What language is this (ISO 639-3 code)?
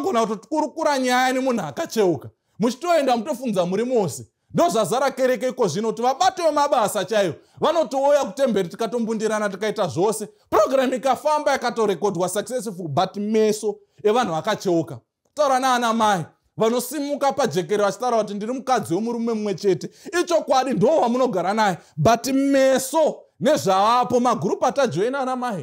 sna